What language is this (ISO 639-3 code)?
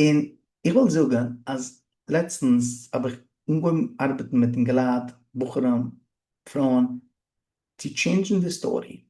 yid